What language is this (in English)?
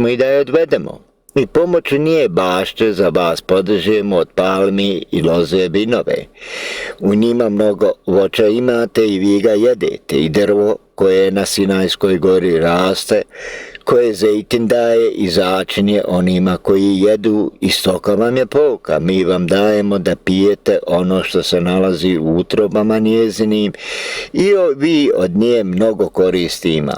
Bosnian